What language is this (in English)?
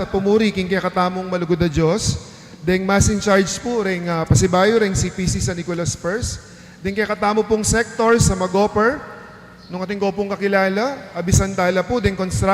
Pampanga